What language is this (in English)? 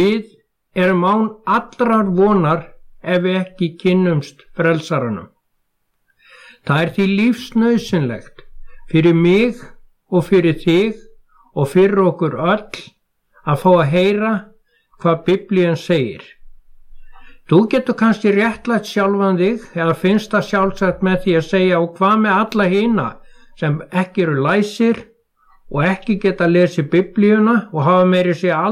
Icelandic